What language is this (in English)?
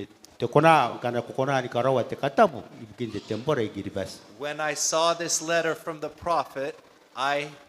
Gilbertese